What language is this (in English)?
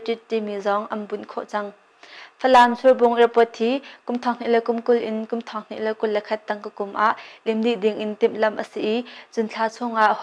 Hakha Chin